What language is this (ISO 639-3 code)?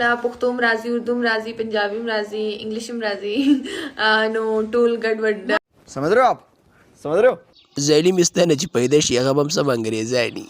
pus